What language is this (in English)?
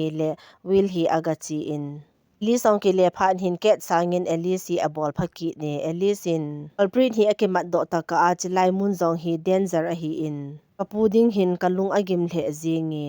Thado Chin